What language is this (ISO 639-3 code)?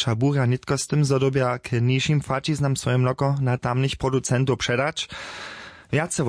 hsb